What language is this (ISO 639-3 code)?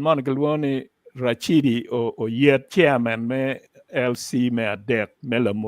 ach